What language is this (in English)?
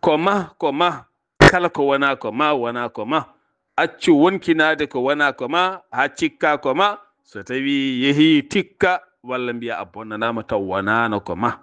Fula